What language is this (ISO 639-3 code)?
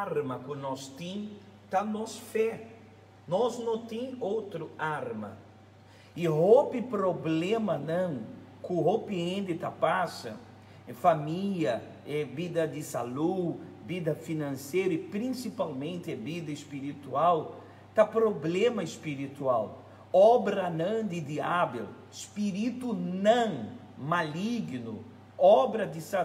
pap